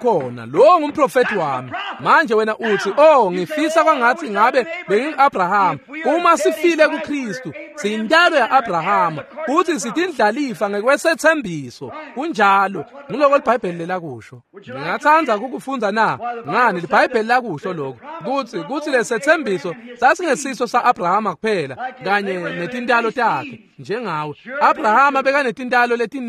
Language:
Swati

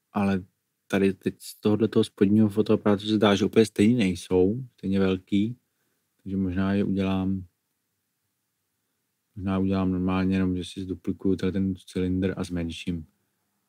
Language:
Czech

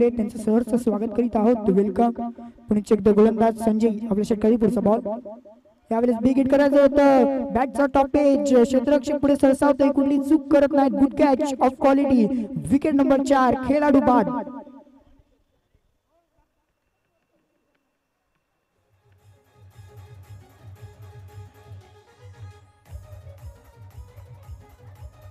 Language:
Marathi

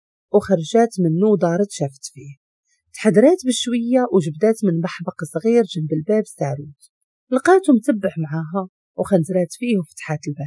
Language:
Moroccan Arabic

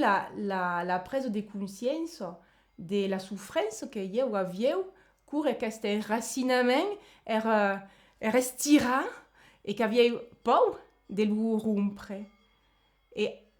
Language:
Occitan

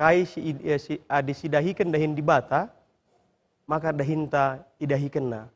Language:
Batak Karo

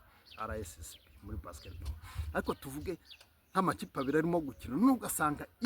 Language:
Kinyarwanda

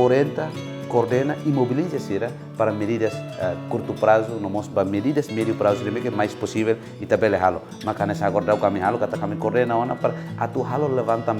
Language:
Tetum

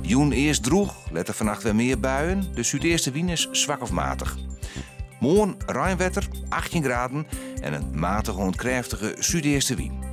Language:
Western Frisian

